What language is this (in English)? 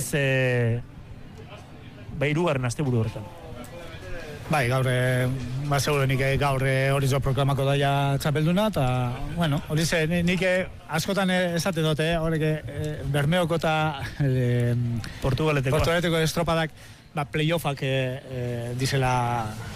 Basque